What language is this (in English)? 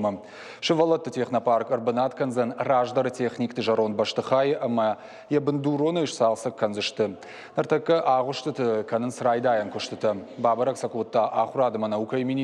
Ossetic